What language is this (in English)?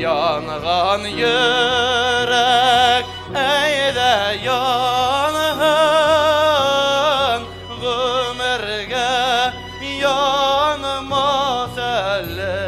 Bashkir